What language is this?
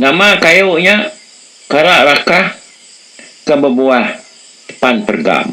Iban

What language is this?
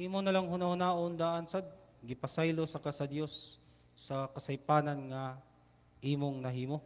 Cebuano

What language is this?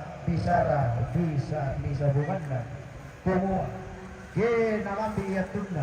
Toraja-Sa'dan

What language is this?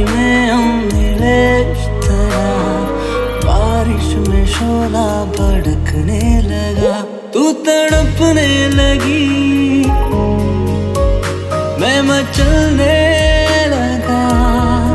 Hindi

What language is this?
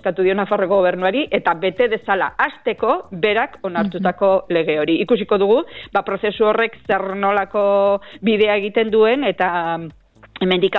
Basque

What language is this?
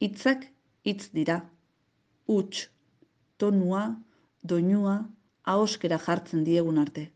Basque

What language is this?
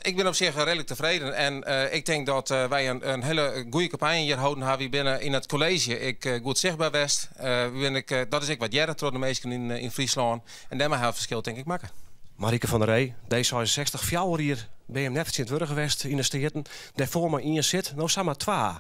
Western Frisian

